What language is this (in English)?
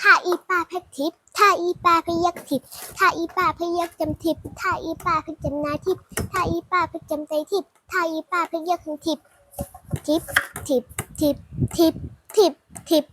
Shan